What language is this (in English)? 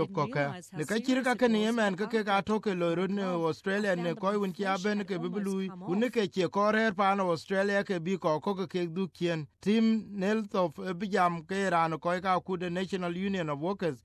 Vietnamese